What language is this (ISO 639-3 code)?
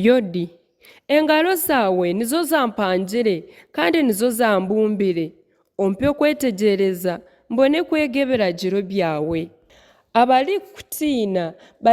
nyn